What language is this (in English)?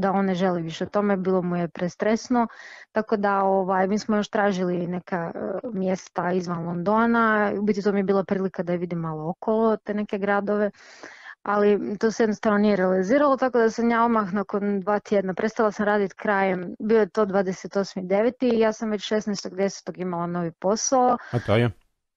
Croatian